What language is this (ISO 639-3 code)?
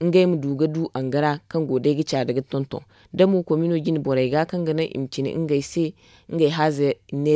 dje